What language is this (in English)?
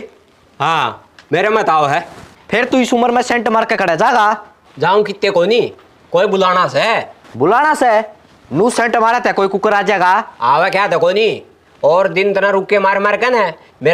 Haryanvi